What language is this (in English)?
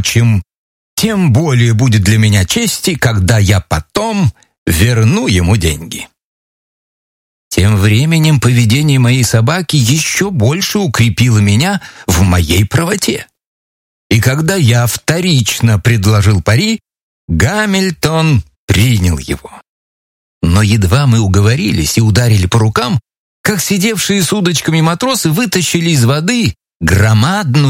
Russian